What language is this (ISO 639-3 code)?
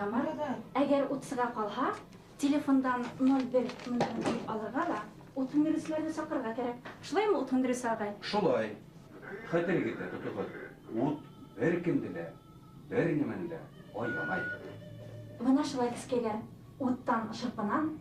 bak